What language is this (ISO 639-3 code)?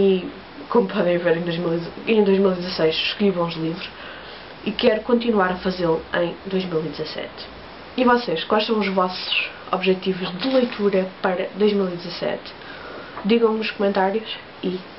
por